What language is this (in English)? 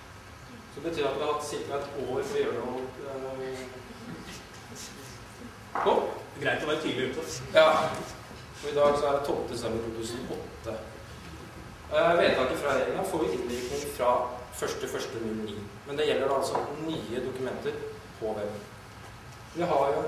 Norwegian